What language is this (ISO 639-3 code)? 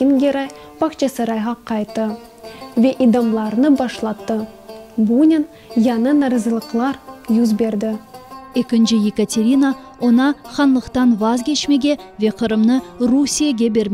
crh